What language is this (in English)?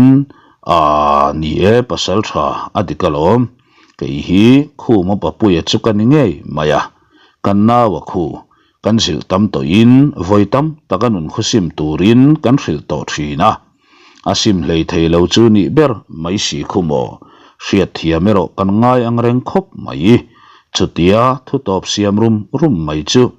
Mizo